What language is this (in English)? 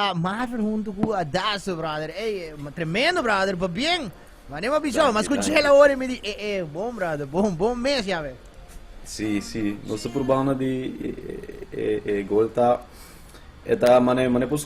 Papiamento